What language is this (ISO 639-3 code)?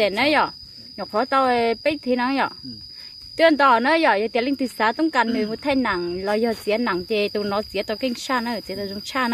hmn